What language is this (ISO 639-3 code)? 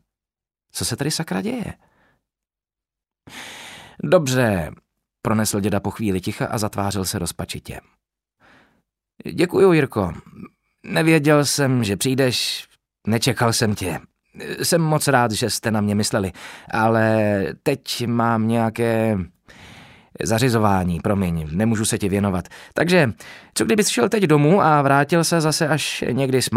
ces